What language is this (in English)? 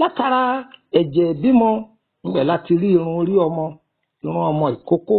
Yoruba